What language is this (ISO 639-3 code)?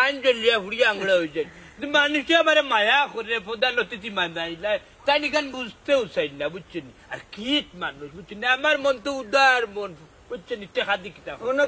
syl